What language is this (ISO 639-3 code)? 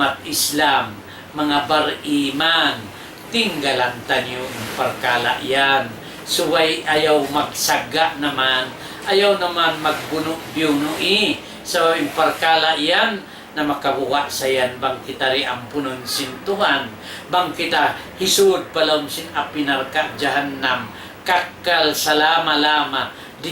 tsg